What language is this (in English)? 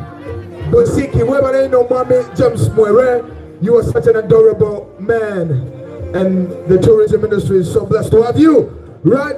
Soga